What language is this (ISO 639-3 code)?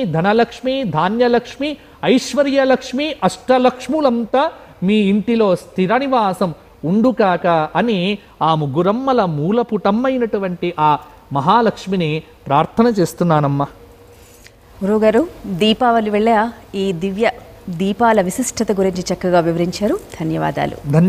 tel